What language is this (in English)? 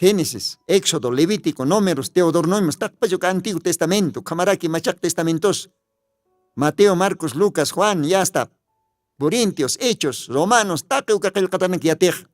Aymara